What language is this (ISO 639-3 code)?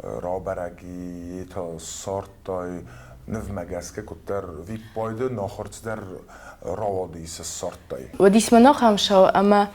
oss